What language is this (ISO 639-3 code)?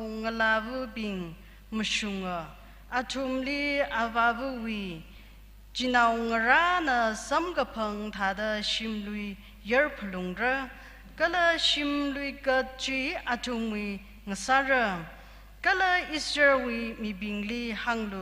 nmf